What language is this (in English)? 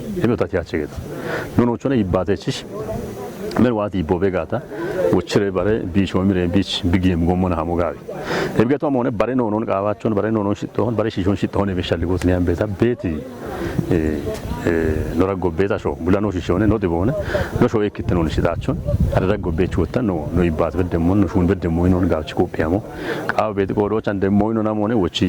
Kafa